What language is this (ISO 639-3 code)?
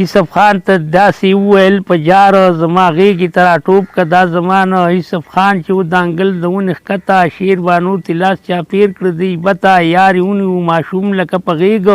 pus